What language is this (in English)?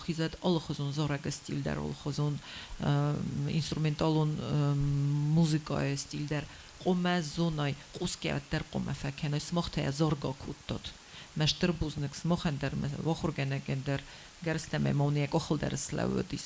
Ossetic